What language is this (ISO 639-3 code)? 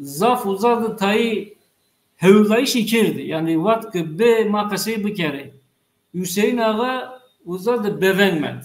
zza